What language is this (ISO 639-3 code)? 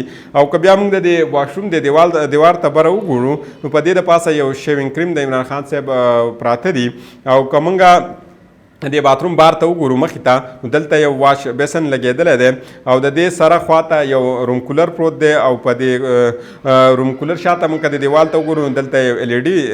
pus